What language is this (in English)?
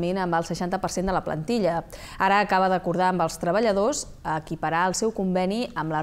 Catalan